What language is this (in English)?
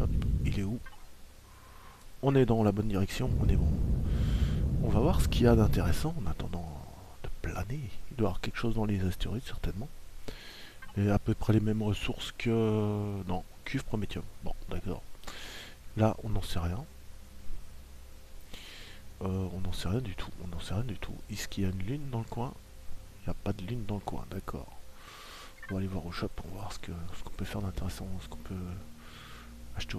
French